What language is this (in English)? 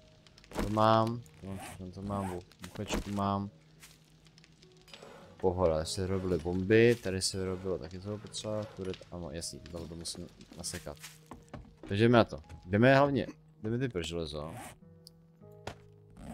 Czech